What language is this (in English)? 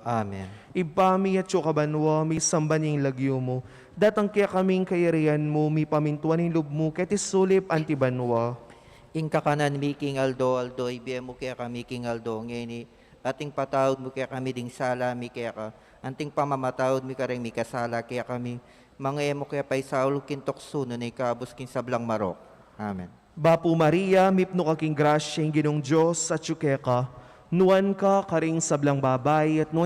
Pampanga